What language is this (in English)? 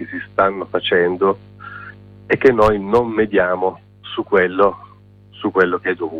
Italian